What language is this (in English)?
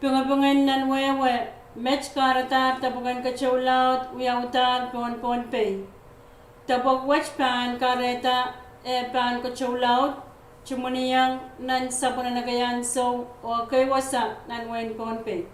Pohnpeian